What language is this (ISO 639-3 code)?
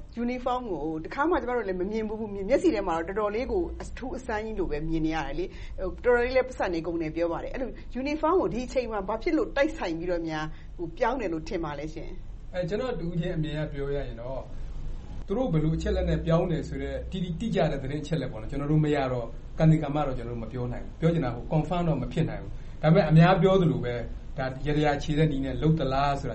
mya